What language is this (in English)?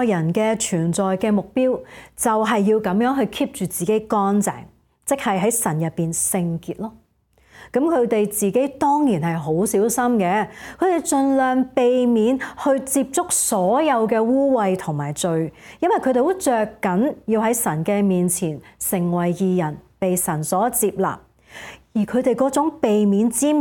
Cantonese